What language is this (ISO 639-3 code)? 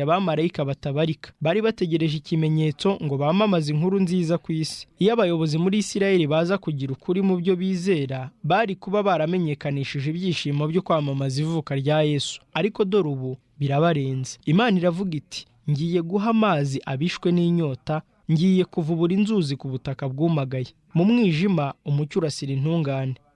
kin